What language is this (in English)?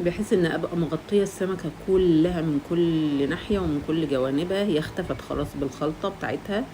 Egyptian Arabic